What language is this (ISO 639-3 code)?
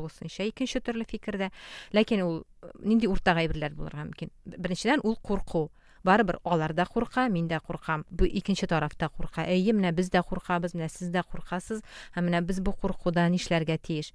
tat